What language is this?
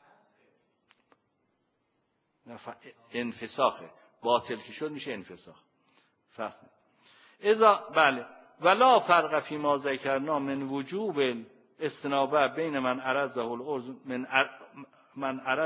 Persian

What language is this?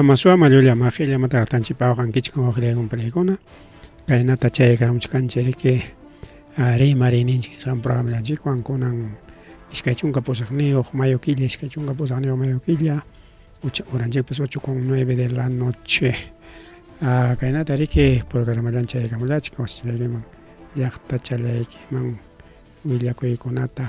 Ayacucho Quechua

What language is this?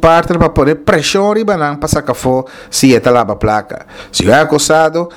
Papiamento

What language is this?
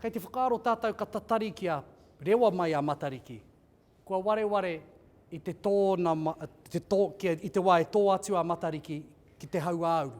Māori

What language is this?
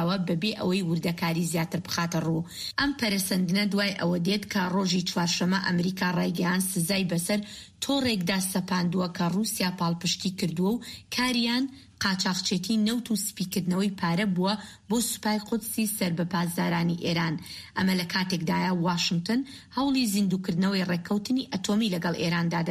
Central Kurdish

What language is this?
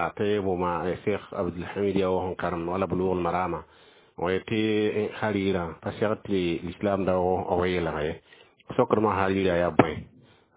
Mossi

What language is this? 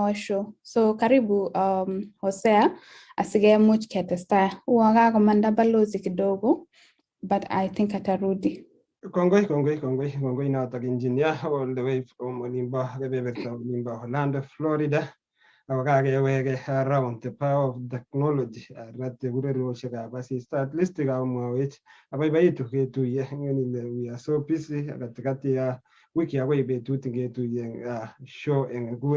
Kalenjin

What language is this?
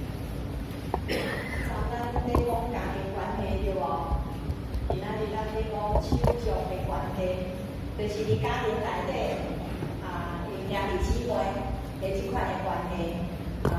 Min Nan Chinese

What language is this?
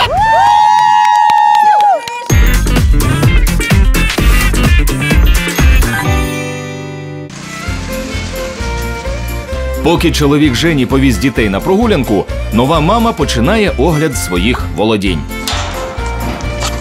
Ukrainian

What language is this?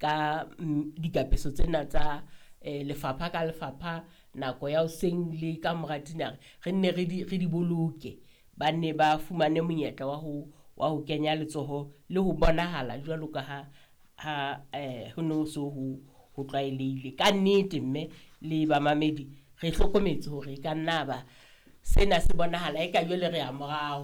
Southern Sotho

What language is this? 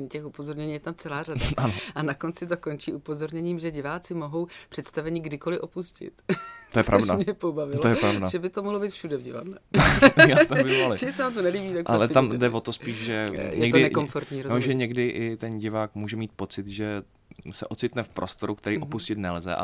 Czech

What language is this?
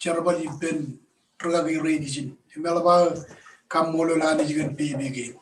Marshallese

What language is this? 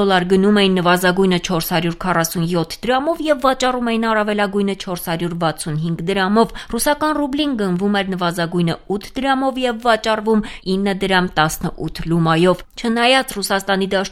Armenian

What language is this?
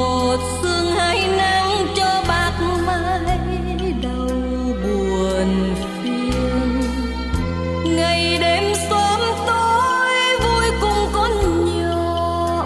Vietnamese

